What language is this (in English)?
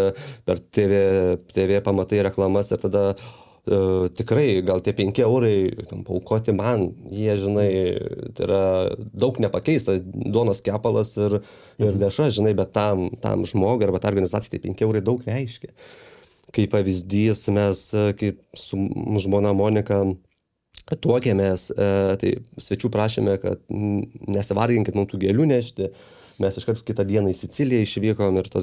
Lithuanian